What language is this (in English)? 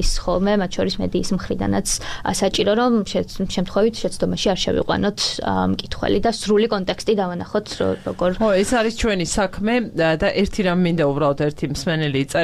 Georgian